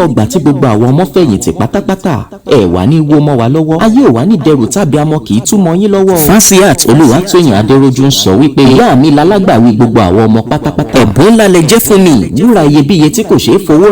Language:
Yoruba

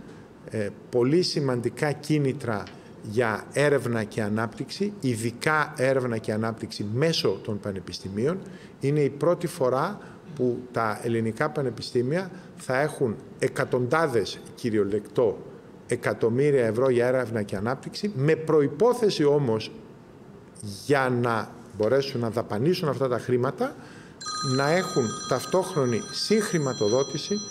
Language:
Greek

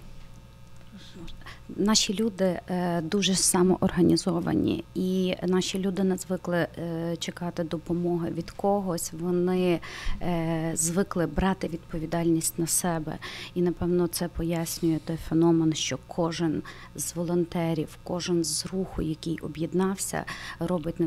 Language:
Ukrainian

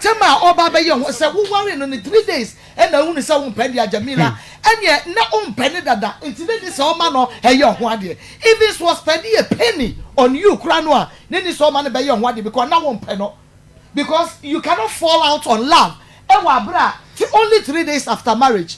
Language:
Akan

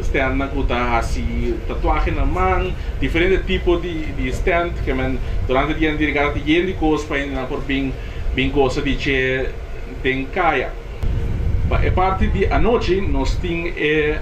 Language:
Papiamento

